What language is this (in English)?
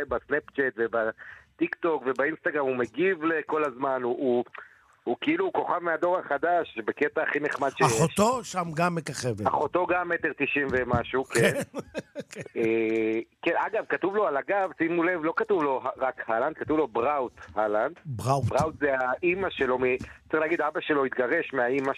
Hebrew